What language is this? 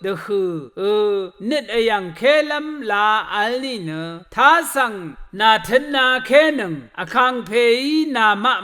Rawang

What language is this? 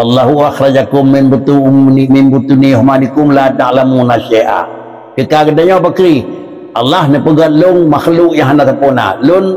Achinese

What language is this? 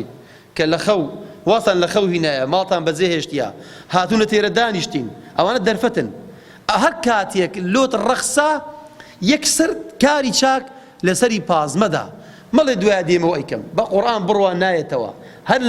Central Kurdish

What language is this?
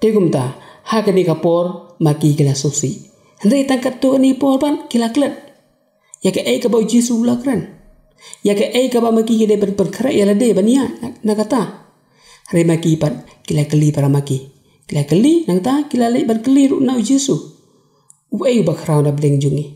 Khasi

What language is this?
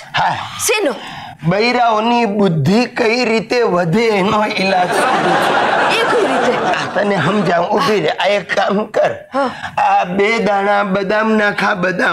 Gujarati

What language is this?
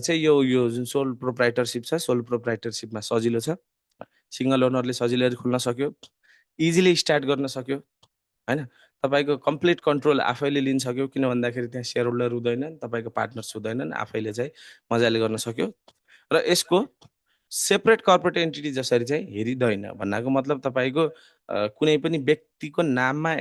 Nepali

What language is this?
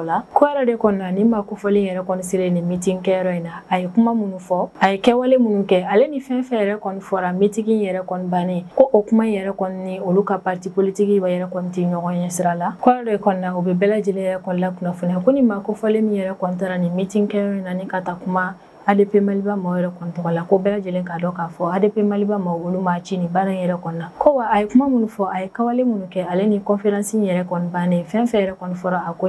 Bambara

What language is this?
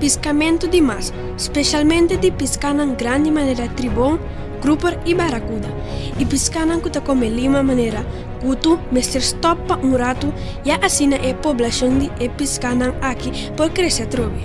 Papiamento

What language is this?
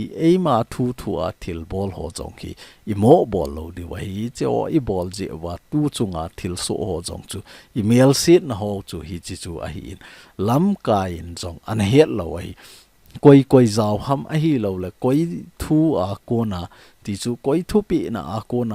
Thado Chin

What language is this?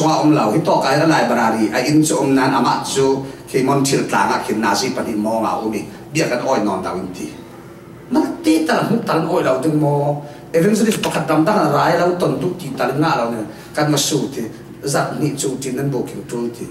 Falam Chin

